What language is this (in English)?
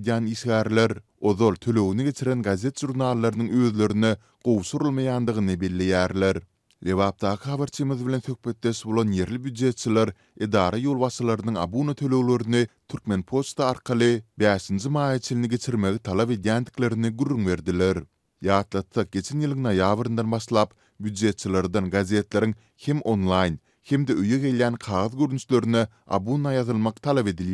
Turkmen